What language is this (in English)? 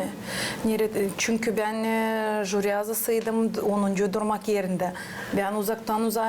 Gagauz